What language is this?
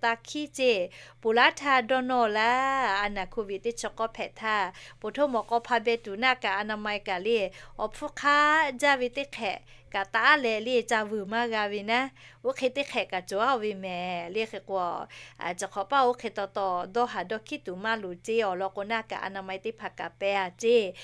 Lahu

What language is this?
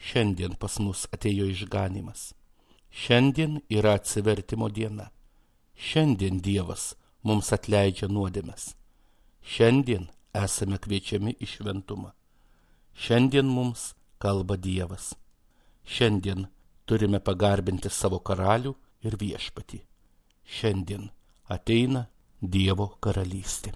Lithuanian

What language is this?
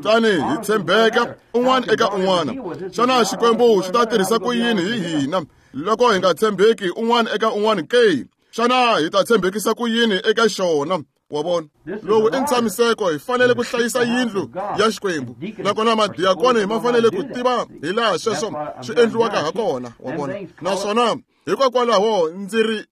Tsonga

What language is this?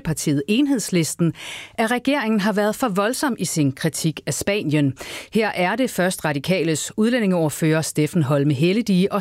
Danish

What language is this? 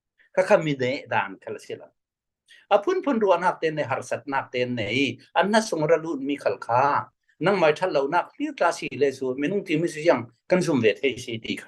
Falam Chin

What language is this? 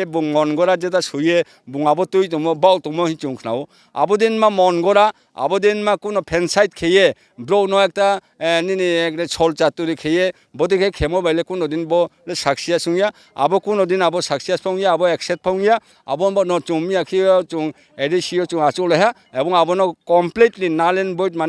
Riang (India)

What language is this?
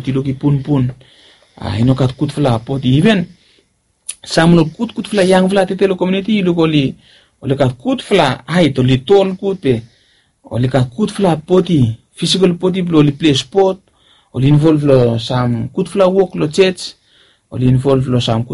Bislama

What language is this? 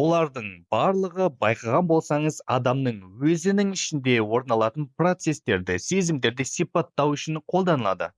Kazakh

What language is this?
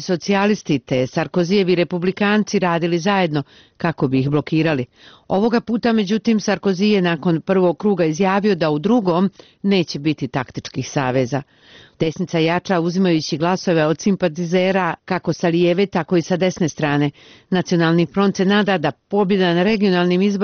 Bosnian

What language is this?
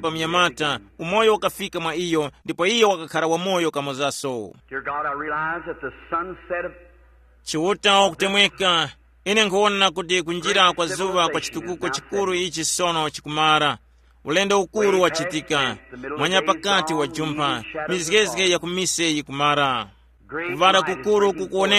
Tumbuka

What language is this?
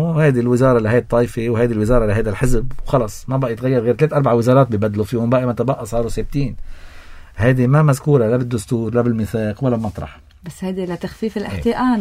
North Levantine Arabic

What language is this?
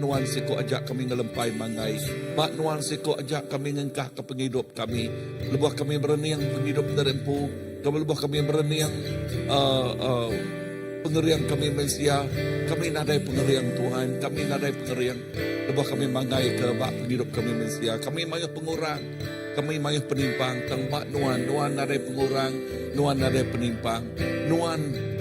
Iban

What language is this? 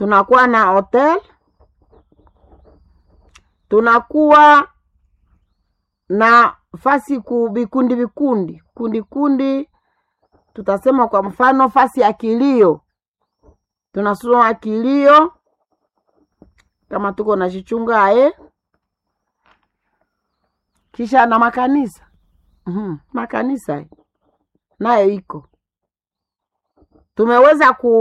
Swahili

